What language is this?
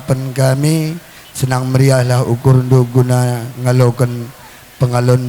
Batak Karo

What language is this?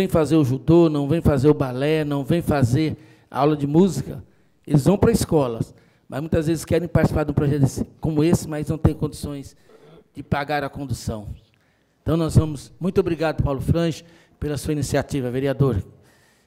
Portuguese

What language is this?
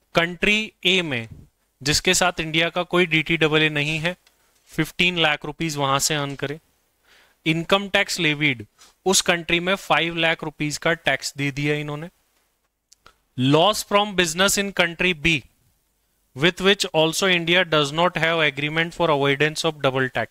Hindi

